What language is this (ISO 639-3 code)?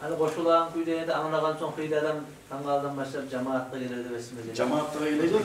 kum